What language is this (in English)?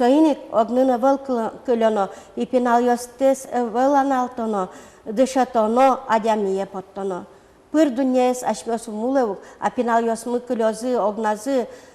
Udmurt